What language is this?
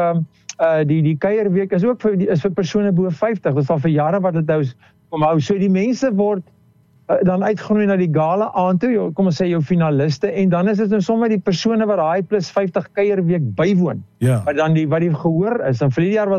Afrikaans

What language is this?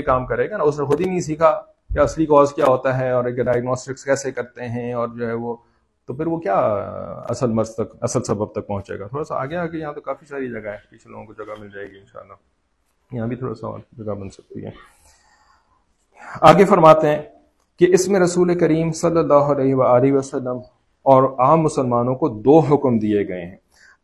Urdu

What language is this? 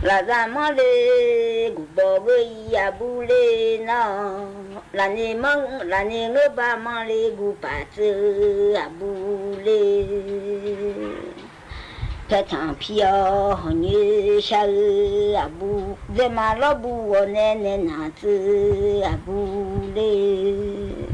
Akha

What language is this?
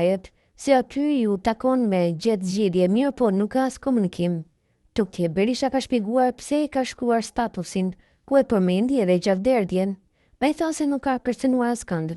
Albanian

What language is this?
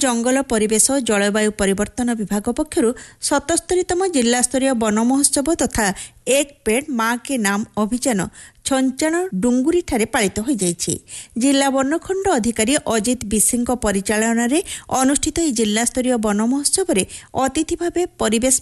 Odia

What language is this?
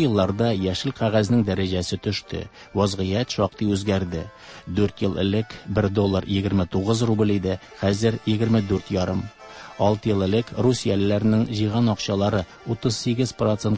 Tatar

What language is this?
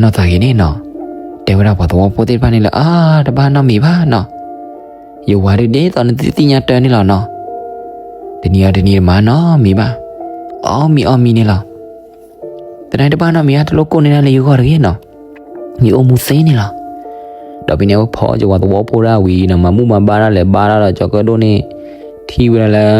S'gaw Karen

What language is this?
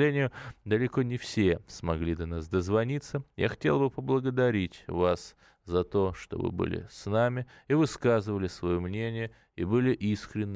Russian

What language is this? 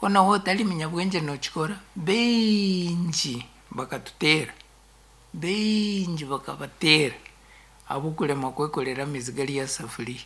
Nyankole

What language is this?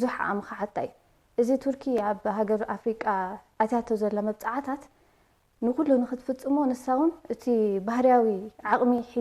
Tigrinya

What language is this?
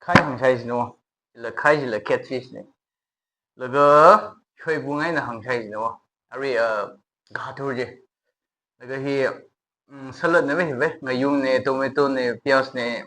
Tangkhul Naga (India)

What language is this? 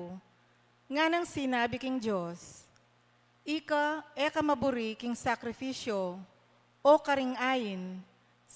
Pampanga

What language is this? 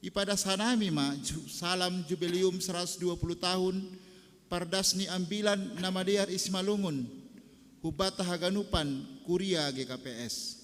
Batak Simalungun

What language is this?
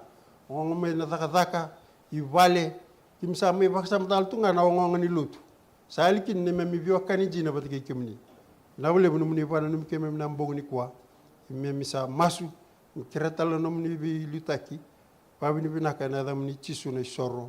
Fijian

